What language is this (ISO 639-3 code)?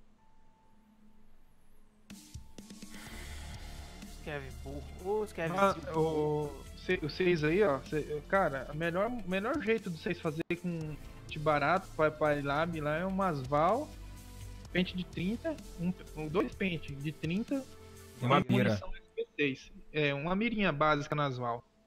por